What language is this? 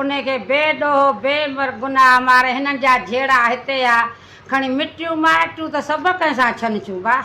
Sindhi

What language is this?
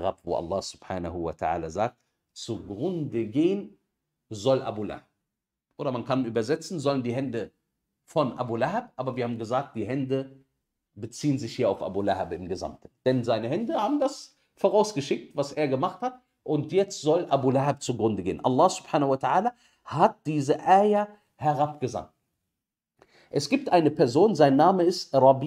German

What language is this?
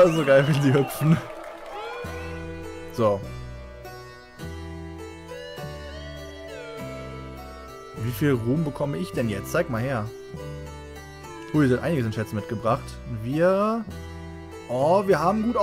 German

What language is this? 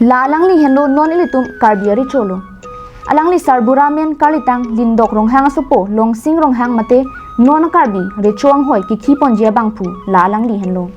Karbi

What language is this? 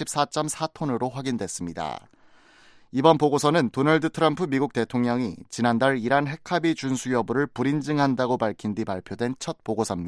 Korean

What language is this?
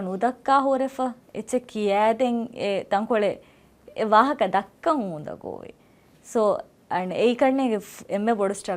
Divehi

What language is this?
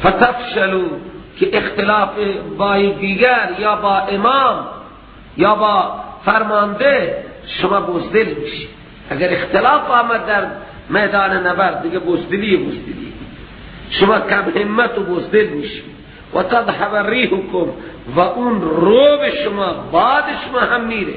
Persian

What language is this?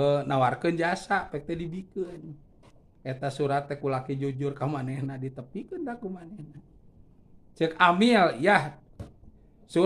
Sundanese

